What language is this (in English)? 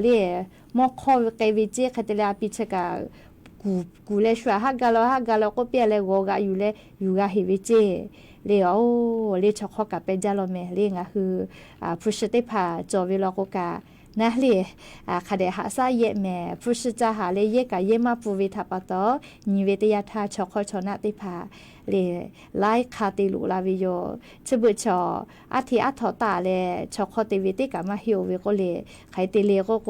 Lahu